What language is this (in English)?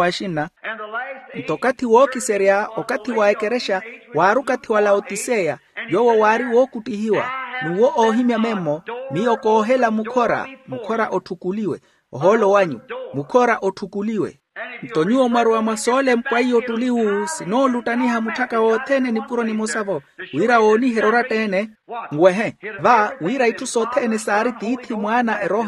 Makhuwa